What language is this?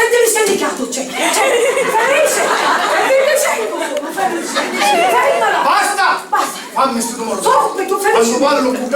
Sicilian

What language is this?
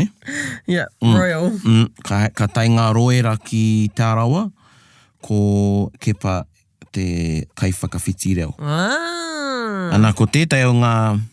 Māori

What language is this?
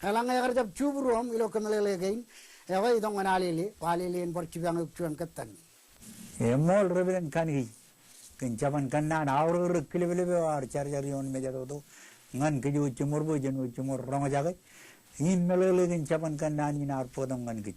Marshallese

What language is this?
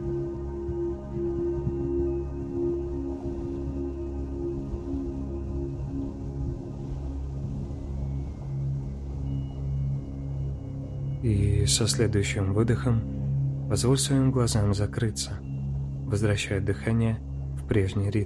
Russian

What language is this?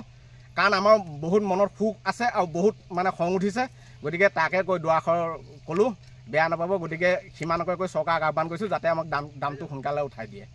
Assamese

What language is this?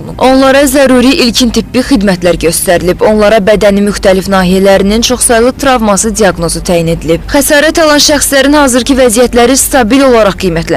Azerbaijani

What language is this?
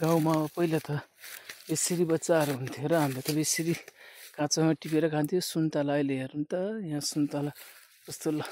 Nepali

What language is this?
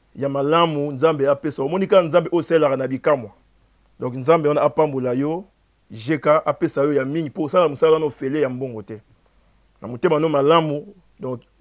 Lingala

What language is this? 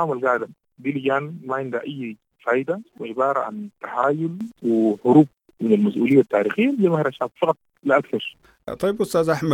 Sudanese Arabic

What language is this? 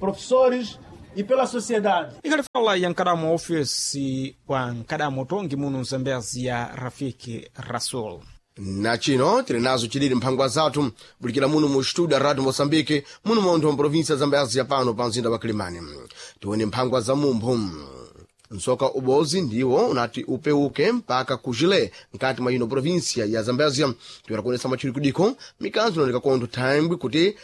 Sena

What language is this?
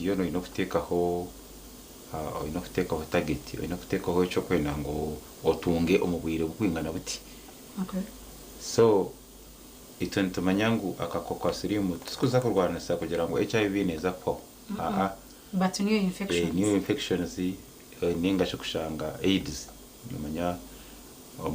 Nyankole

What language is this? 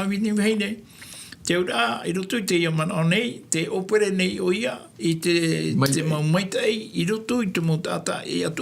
Tahitian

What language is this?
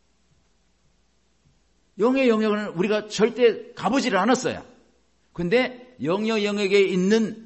Korean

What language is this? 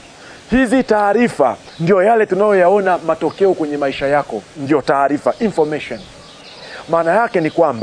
Swahili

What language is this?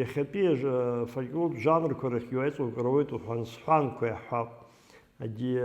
Abkhazian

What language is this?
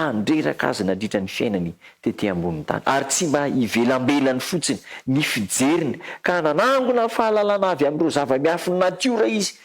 Malagasy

